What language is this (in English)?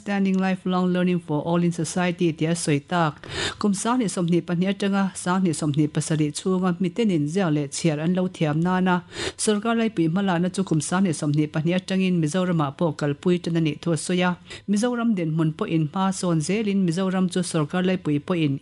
Mizo